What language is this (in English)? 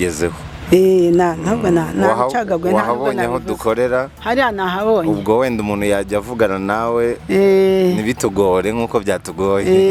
Kinyarwanda